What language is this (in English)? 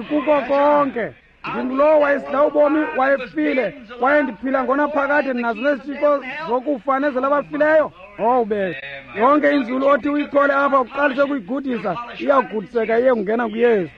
Xhosa